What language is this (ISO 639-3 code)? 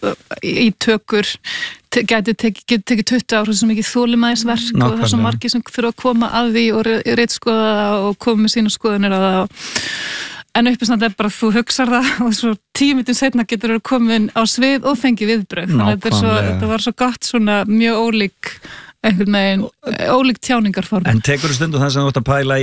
isl